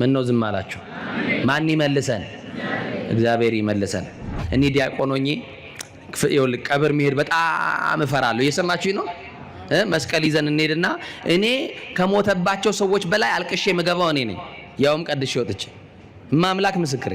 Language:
Amharic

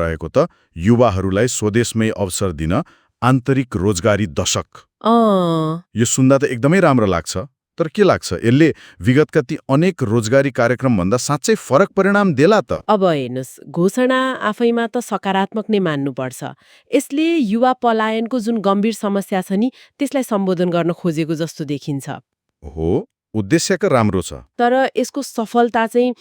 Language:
Nepali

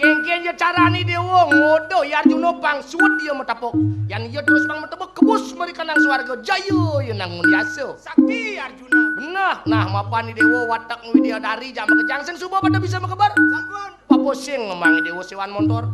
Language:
Balinese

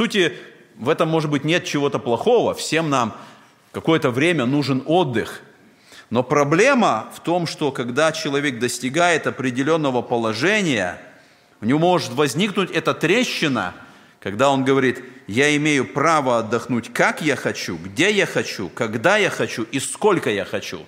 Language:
Russian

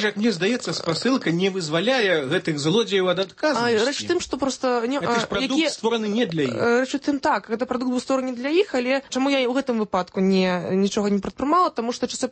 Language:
Belarusian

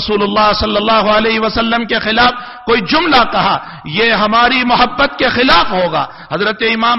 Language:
Urdu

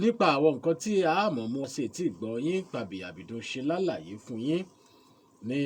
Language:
Yoruba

